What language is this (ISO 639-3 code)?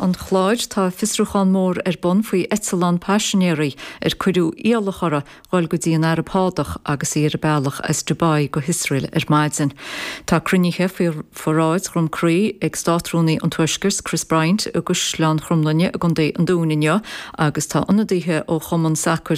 gle